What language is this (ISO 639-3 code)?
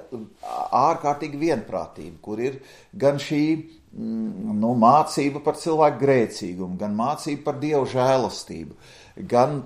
lav